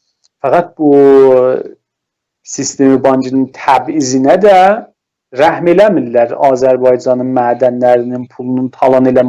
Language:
South Azerbaijani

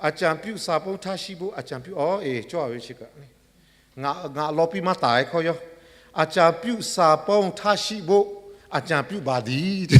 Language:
Lahu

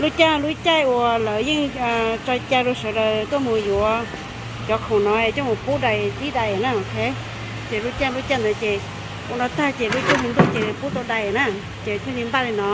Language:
Hmong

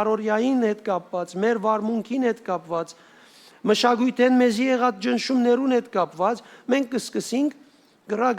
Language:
Western Armenian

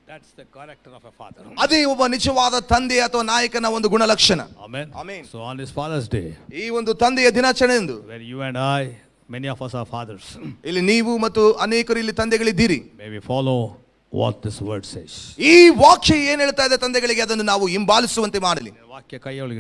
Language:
Kannada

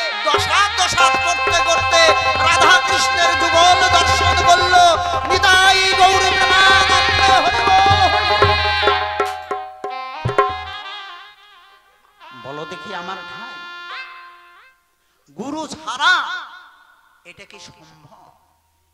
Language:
Bangla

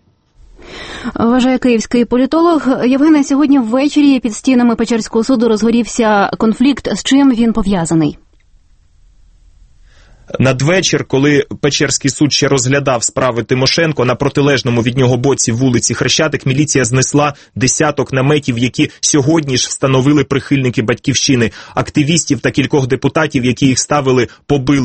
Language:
Ukrainian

